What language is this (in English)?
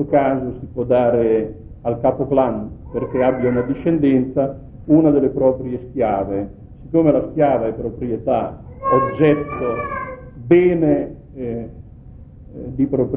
Italian